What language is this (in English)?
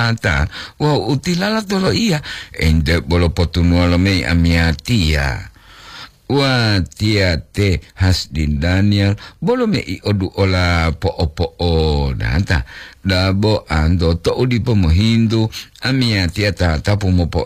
Gorontalo